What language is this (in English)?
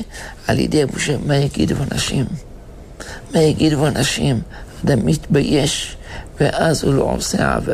Hebrew